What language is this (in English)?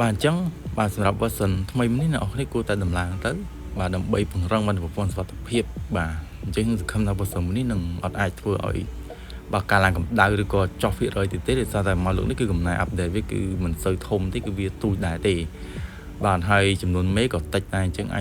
Khmer